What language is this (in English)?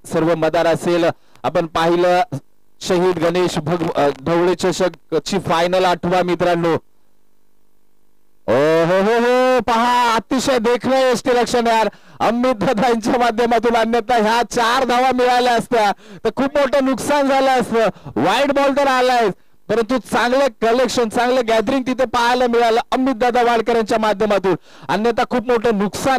Marathi